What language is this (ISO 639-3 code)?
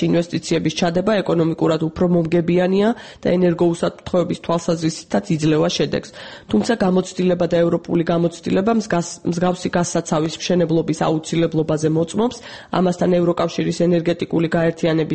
kat